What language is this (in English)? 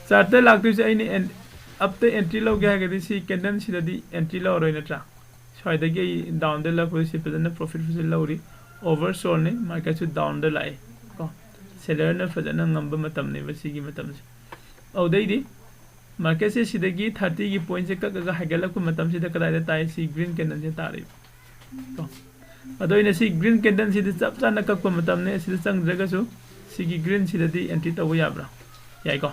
Manipuri